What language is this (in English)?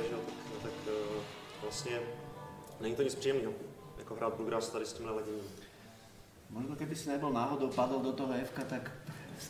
Czech